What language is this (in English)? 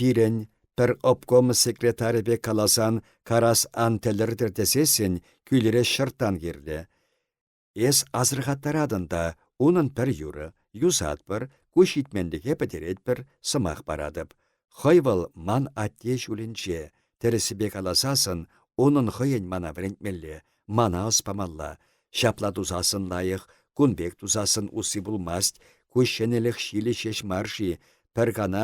Chuvash